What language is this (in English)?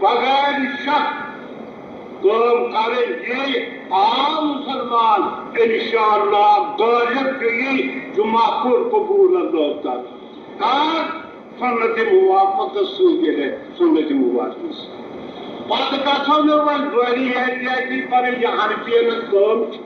Kashmiri